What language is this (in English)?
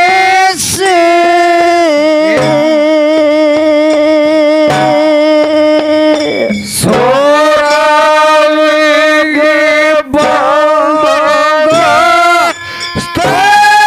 Kannada